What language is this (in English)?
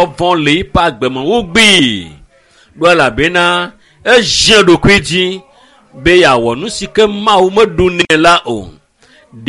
Ewe